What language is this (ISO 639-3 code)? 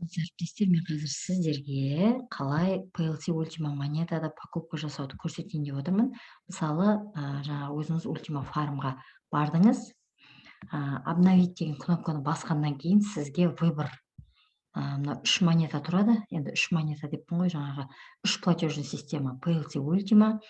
kaz